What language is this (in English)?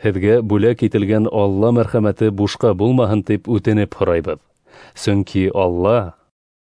Bashkir